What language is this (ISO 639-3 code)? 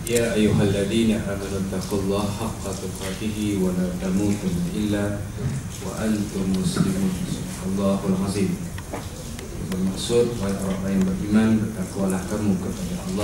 msa